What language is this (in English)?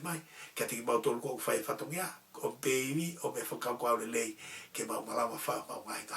Tongan